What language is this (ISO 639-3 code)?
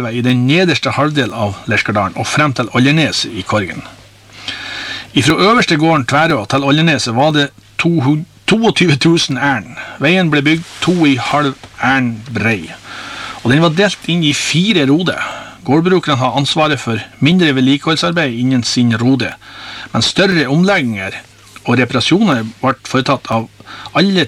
nor